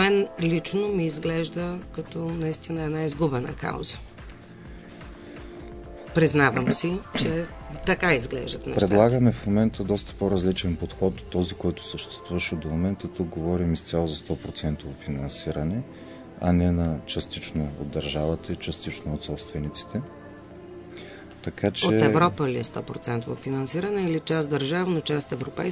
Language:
Bulgarian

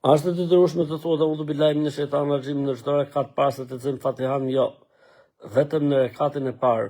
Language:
Albanian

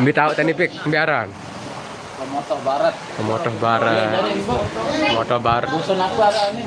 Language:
Sasak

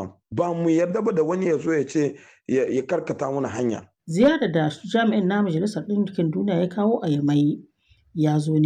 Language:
Hausa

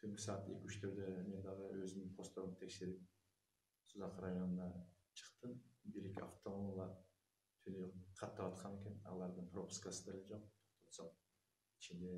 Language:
Kyrgyz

